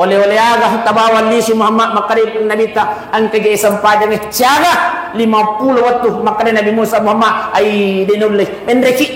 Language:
Buginese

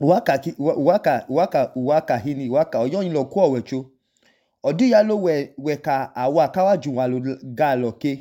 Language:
Idoma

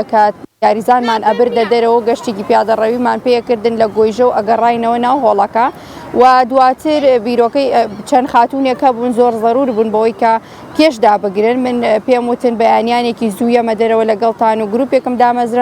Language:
Central Kurdish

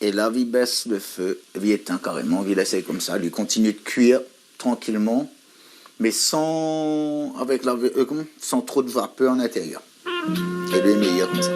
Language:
Réunion Creole French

